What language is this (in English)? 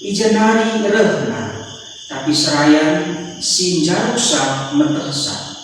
Batak Karo